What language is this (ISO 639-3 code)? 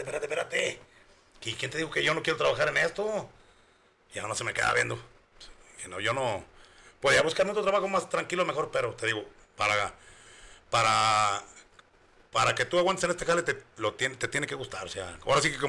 spa